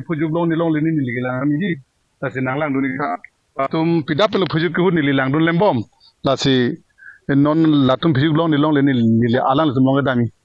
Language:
Karbi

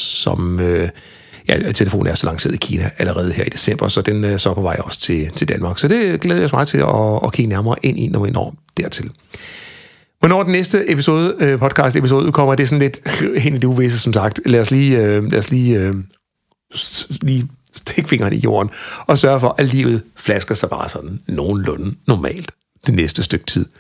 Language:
Danish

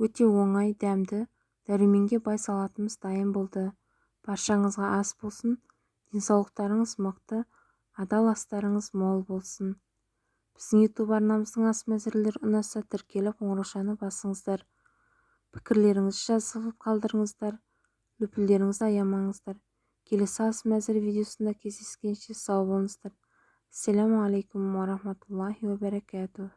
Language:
Kazakh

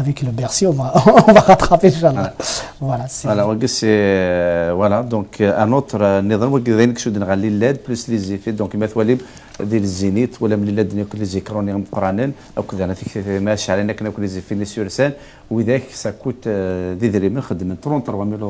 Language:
Kabyle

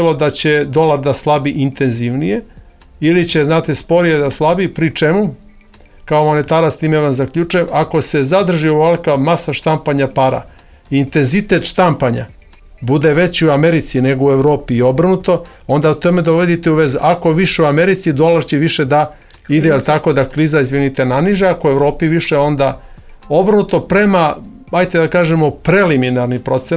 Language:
Serbian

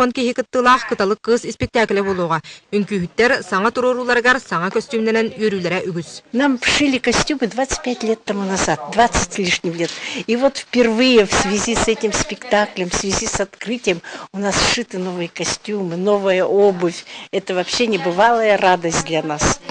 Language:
Yakut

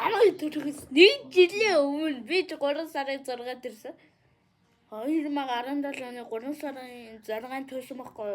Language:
Mongolian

